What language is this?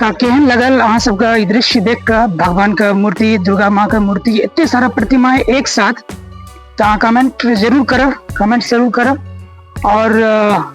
Maithili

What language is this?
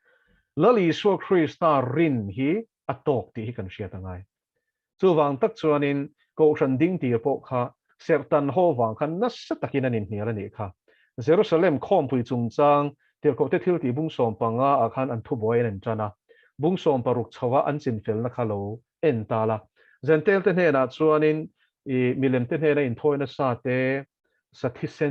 Mizo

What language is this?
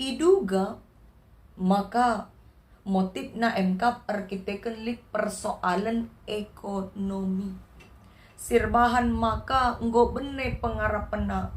Batak Karo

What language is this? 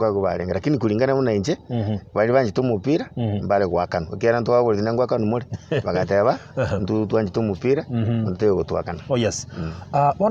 Gusii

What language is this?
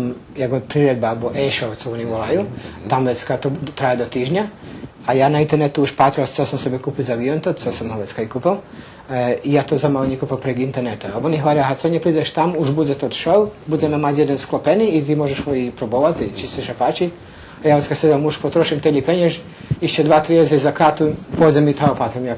Rusyn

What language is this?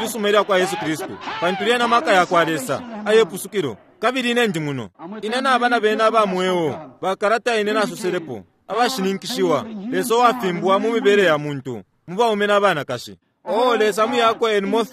Bemba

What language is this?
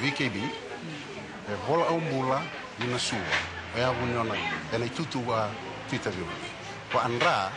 Fijian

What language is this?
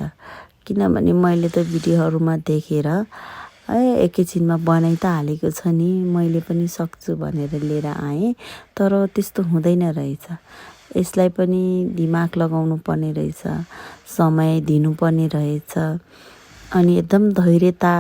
Nepali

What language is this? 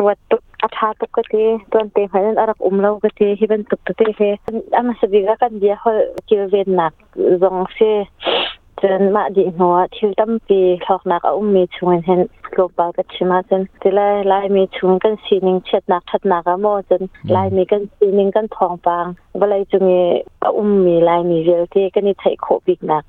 Hakha Chin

